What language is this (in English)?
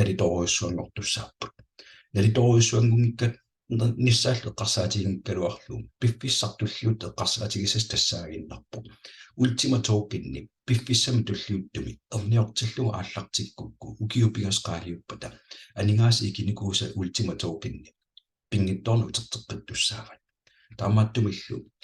Kalaallisut